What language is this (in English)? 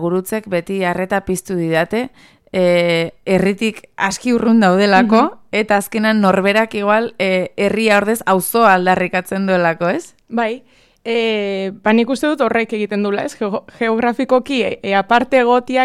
Basque